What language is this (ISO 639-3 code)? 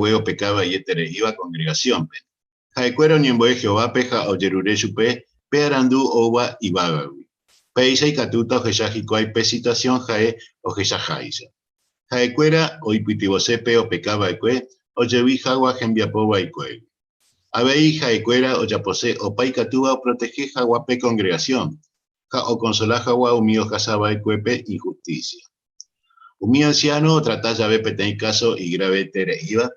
grn